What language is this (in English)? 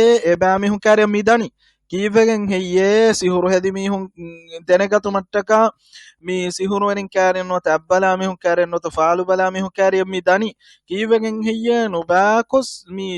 Divehi